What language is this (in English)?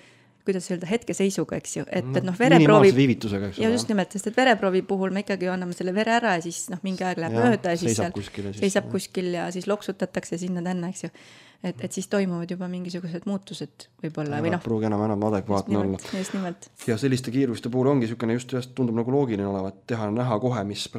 Estonian